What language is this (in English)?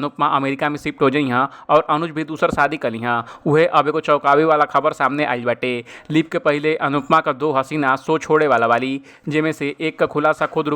Bhojpuri